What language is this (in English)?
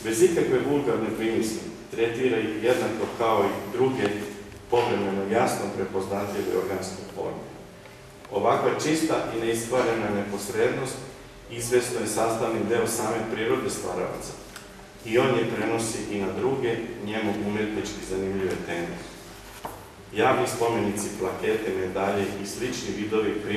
Serbian